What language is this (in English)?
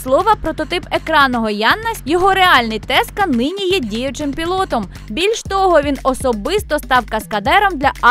Ukrainian